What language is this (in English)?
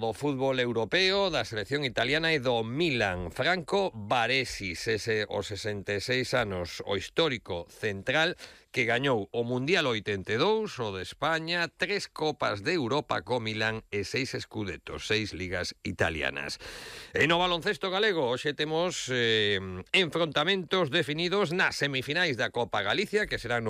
Galician